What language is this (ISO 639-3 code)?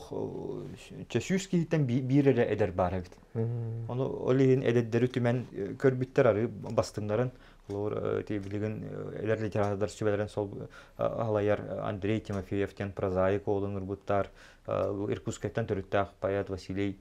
sah